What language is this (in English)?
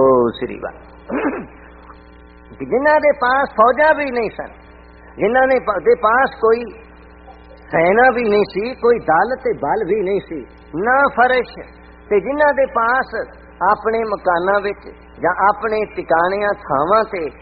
Punjabi